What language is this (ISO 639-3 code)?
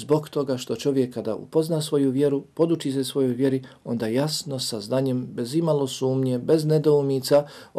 bos